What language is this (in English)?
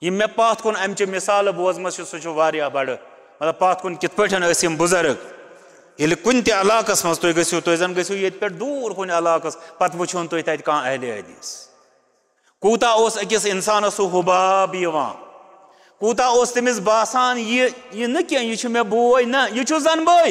Kashmiri